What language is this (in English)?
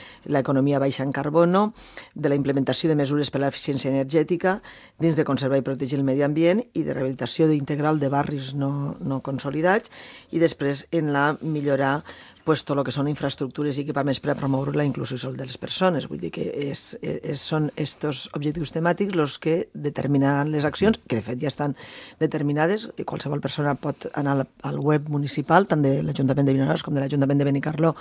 Catalan